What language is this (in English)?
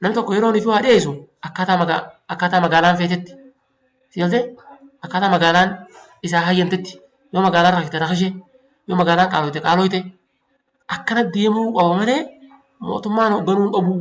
Oromo